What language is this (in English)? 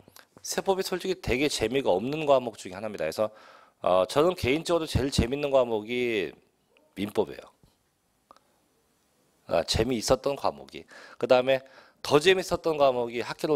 Korean